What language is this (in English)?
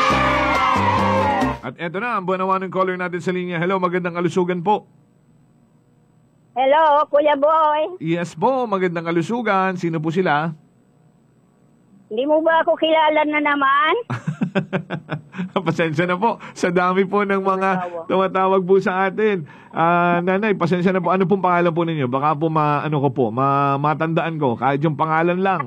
Filipino